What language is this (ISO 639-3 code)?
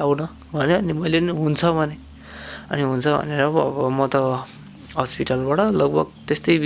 nep